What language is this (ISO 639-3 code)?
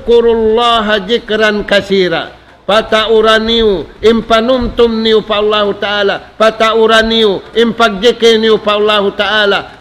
tsg